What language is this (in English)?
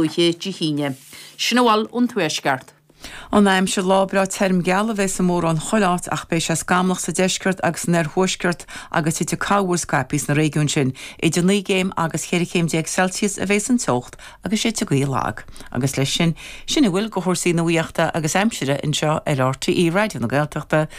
Irish